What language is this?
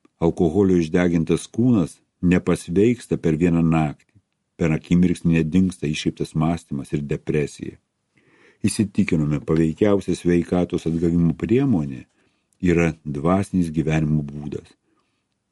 Lithuanian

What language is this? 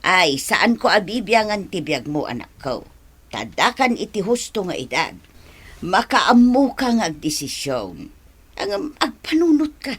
Iloko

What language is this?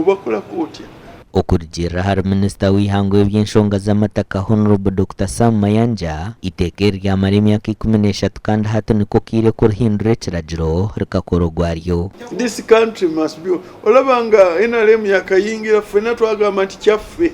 Nyankole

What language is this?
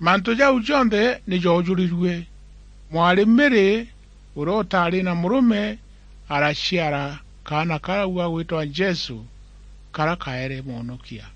Meru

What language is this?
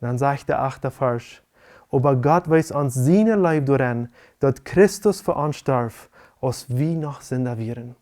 Plautdietsch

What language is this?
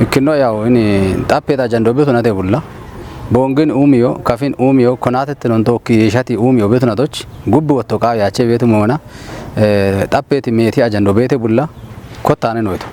Kafa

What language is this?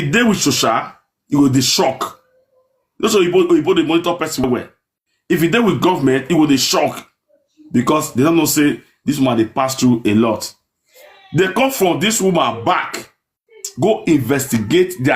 Nigerian Pidgin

